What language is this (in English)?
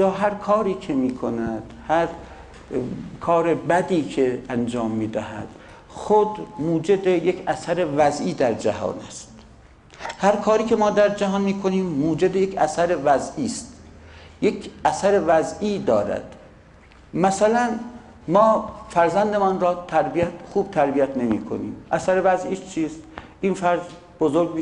Persian